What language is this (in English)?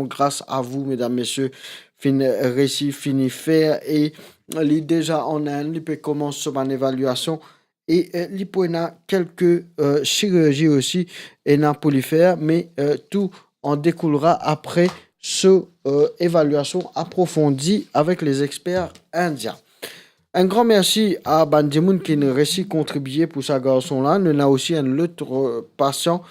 Morisyen